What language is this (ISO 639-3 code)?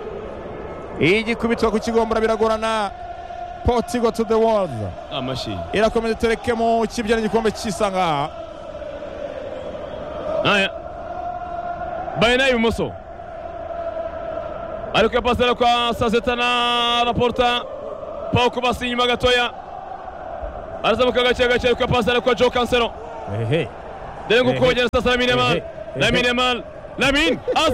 kin